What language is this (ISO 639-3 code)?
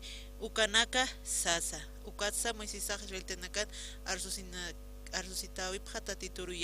aym